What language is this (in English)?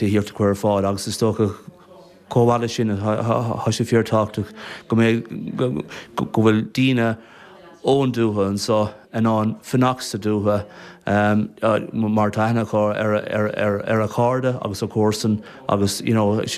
Irish